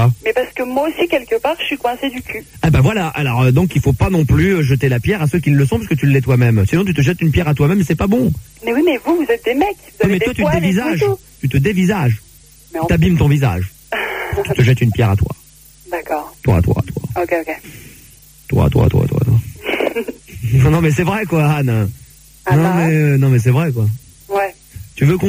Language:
French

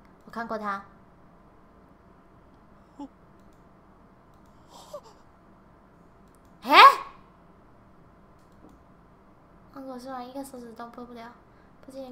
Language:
Chinese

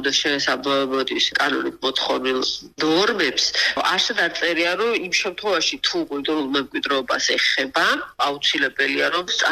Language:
Georgian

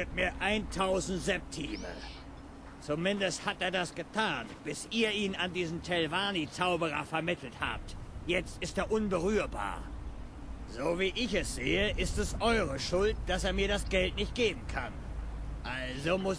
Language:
Bavarian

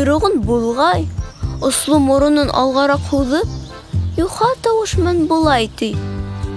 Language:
Bashkir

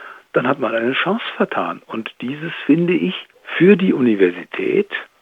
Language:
German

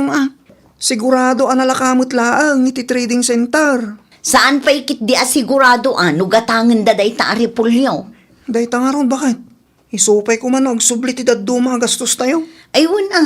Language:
Iloko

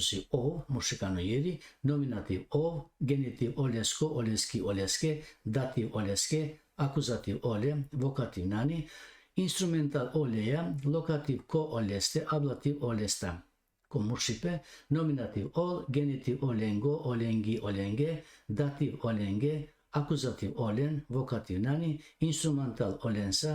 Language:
Balkan Romani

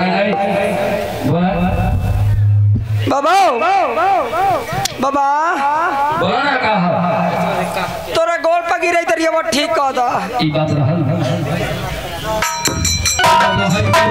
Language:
Bhojpuri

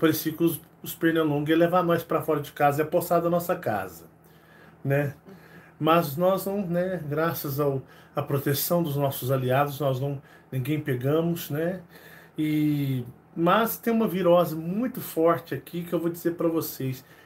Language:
Portuguese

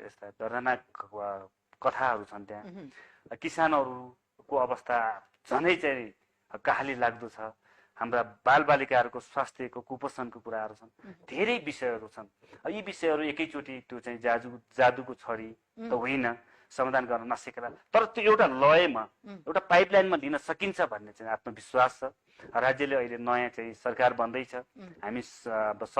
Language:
Nepali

